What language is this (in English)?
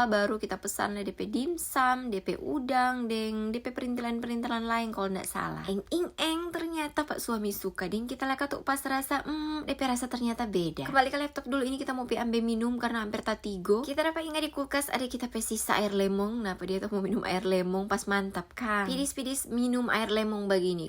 Manado Malay